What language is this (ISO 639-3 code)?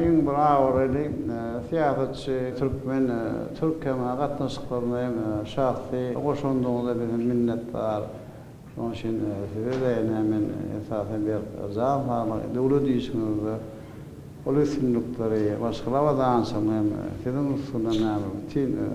tuk